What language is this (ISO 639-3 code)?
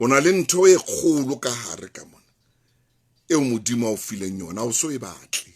sot